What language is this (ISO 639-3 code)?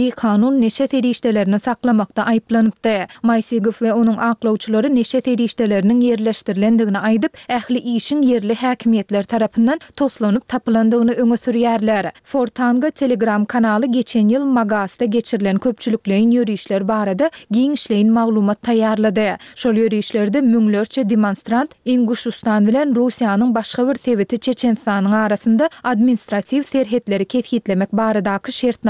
tuk